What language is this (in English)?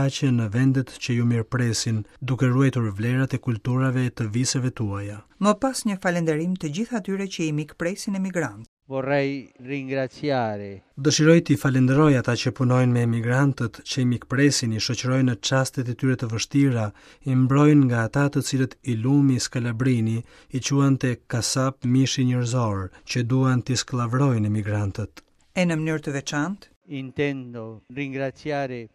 Albanian